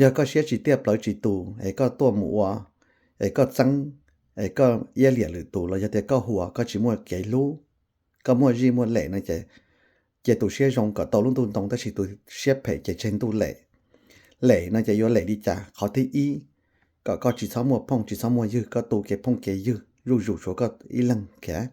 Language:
Hmong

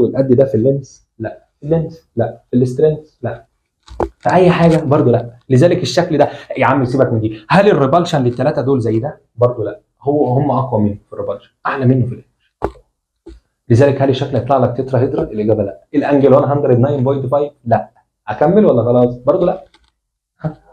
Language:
Egyptian Arabic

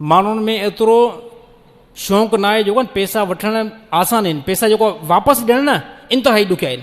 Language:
Sindhi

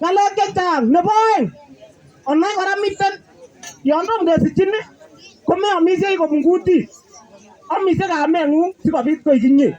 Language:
Kalenjin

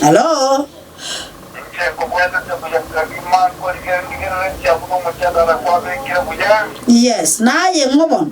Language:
Gusii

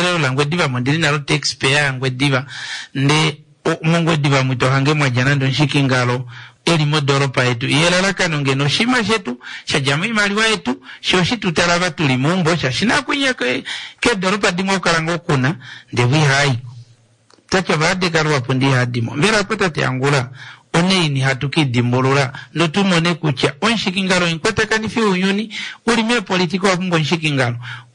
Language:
Kuanyama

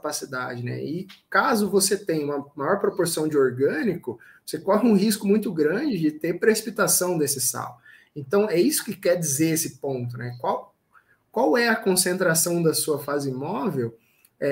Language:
Portuguese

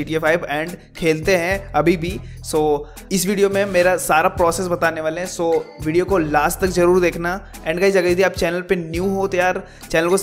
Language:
Hindi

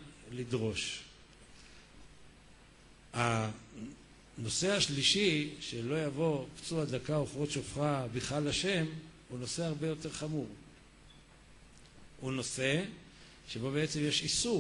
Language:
Hebrew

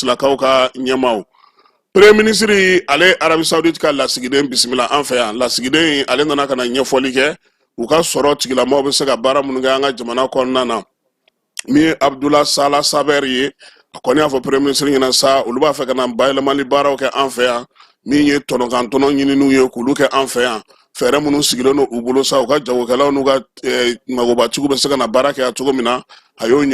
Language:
Bambara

